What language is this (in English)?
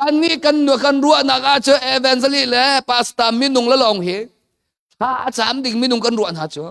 Hakha Chin